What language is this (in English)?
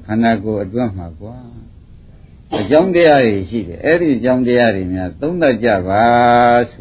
Burmese